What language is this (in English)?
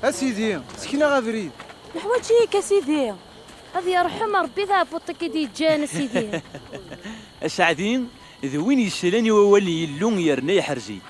Kabyle